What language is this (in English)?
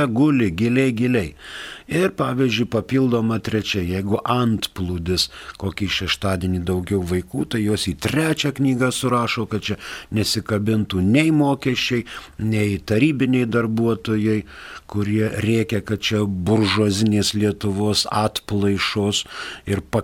Lithuanian